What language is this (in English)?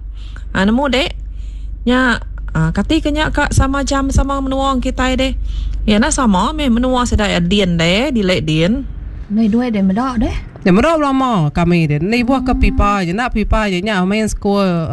Iban